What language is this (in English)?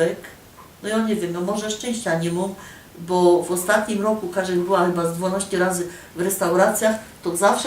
Silesian